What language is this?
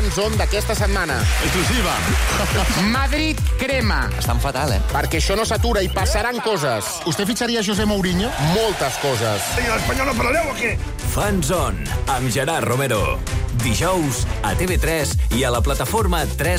Catalan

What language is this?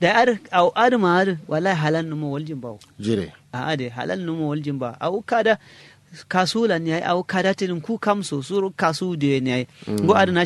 Kanuri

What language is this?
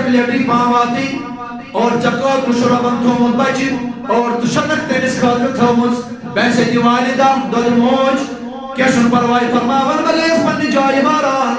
Kashmiri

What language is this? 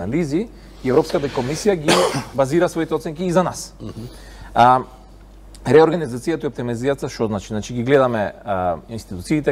Macedonian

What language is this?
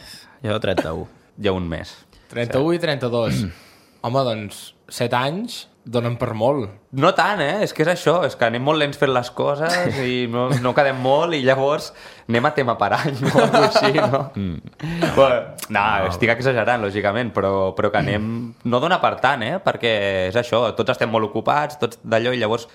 Catalan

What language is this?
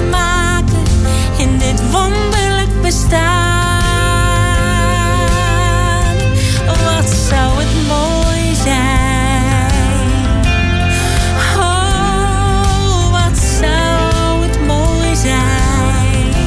Dutch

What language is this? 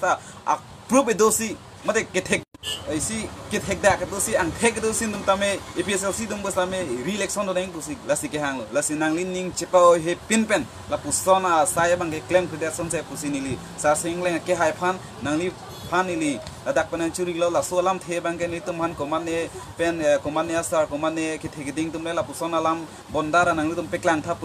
Karbi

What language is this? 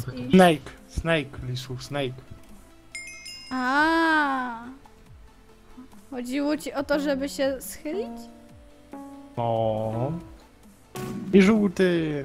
Polish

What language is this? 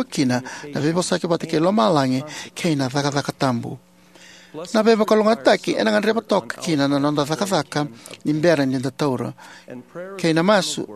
Fijian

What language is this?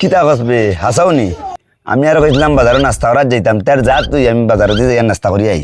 Sylheti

